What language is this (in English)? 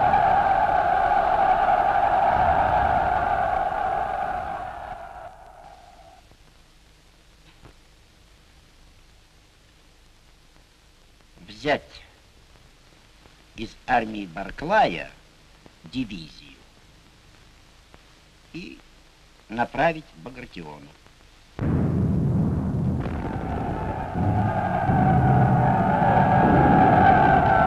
Russian